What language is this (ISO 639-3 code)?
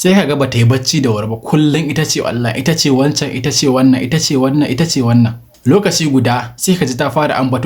hau